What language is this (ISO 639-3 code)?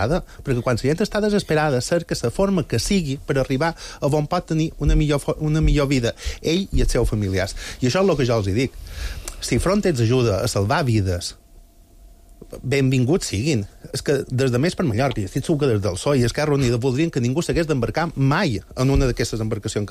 cat